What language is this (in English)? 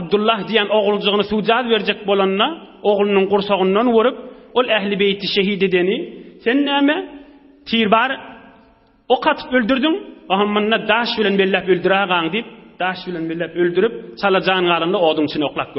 Turkmen